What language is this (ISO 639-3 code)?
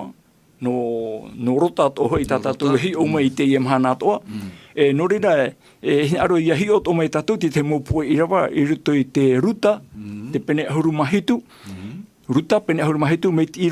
tah